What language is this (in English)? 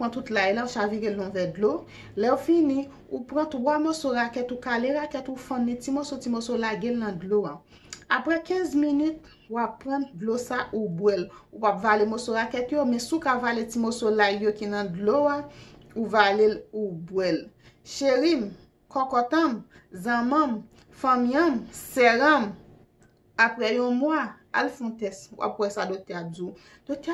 Haitian Creole